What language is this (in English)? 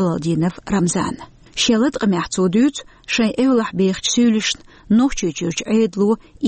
Chechen